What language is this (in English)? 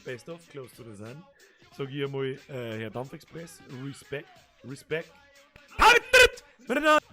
Bavarian